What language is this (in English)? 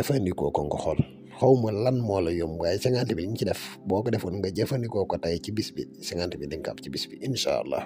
Wolof